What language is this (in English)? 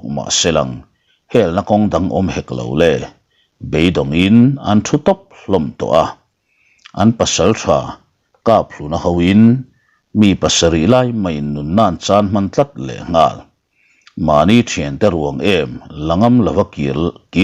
Mizo